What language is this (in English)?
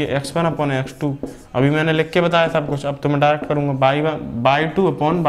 Hindi